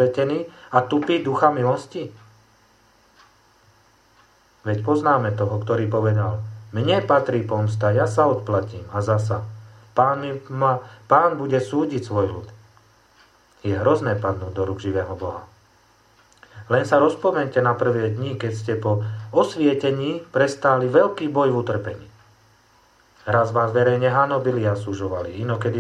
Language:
Slovak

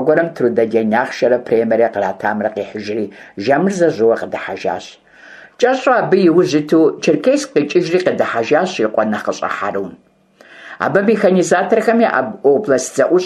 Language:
Kabardian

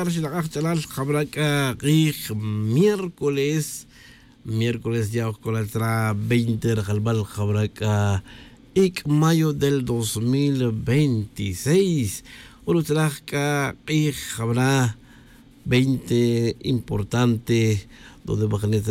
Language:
Tz'utujil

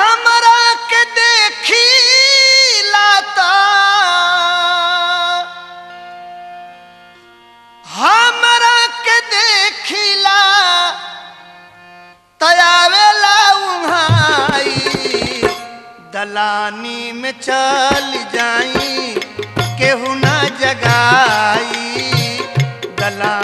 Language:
Bhojpuri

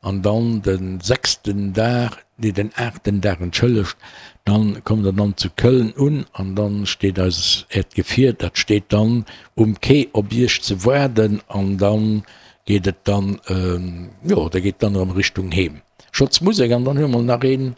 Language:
Luxembourgish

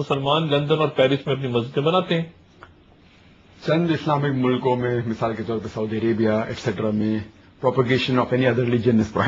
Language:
Urdu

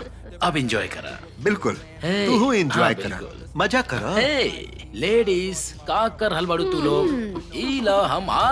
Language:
Bhojpuri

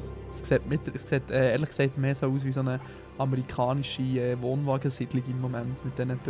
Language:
Swiss German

